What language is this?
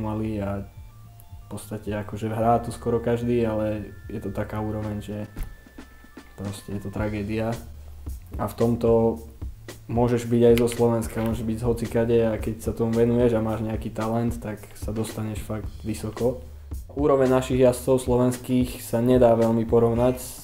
Slovak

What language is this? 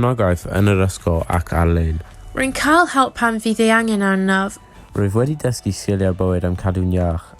Welsh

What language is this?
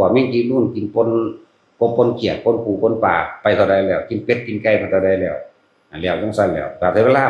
Northeastern Thai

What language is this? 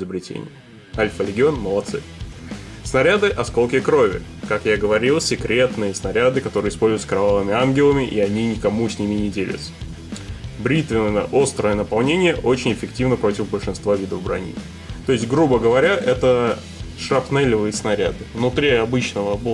Russian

